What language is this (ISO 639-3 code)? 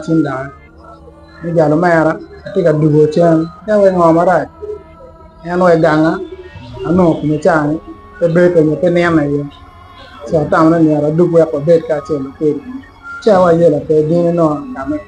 ach